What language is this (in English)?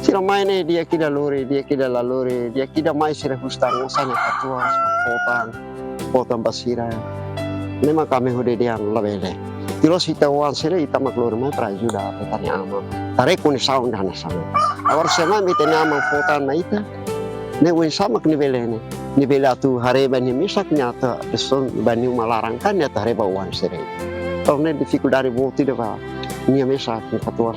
Tetum